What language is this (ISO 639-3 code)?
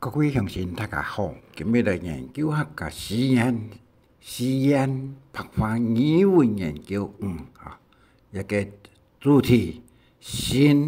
hak